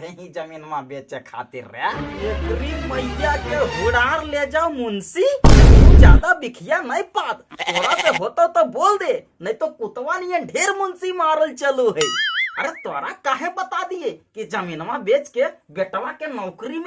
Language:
Magahi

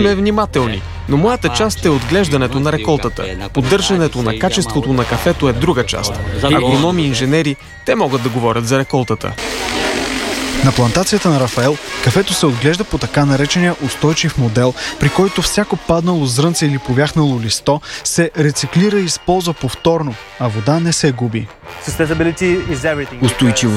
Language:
Bulgarian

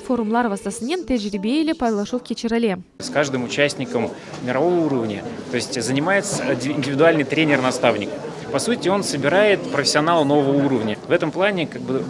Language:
Crimean Tatar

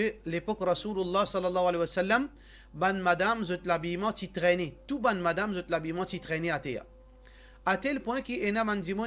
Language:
Morisyen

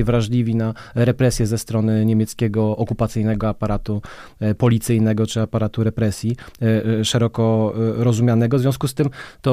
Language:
Polish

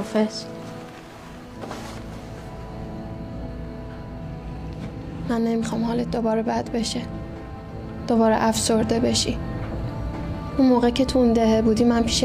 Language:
Persian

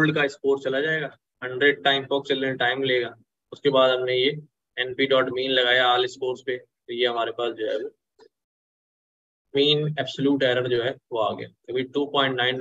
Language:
Hindi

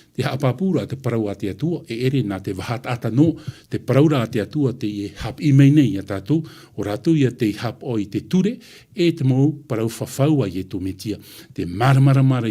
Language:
Tahitian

